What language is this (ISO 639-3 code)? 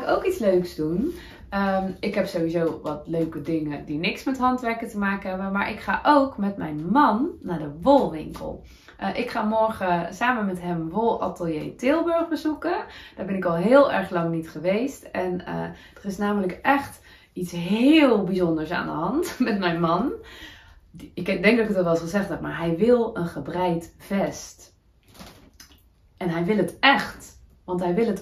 nld